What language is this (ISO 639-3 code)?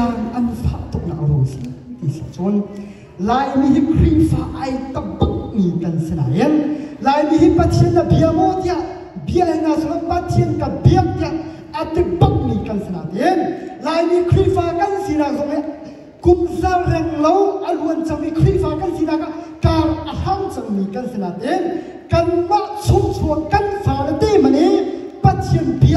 cnh